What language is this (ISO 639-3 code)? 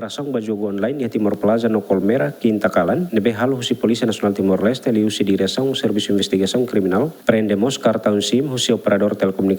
tet